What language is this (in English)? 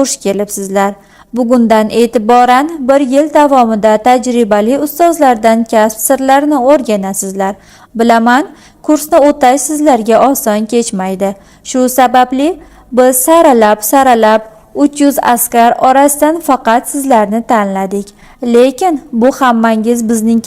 Uzbek